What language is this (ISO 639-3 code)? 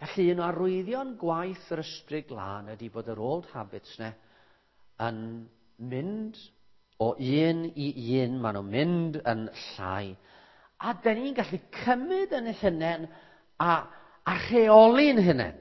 cym